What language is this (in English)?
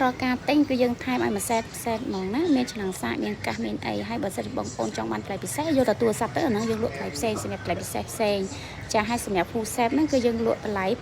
Khmer